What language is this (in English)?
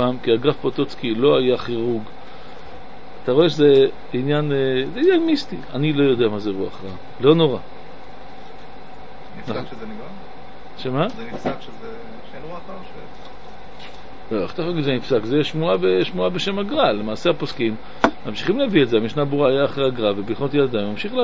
Hebrew